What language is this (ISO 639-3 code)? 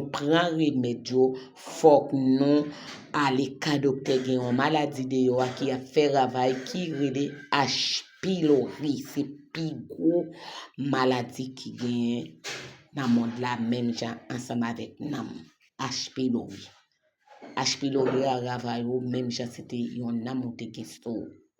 hat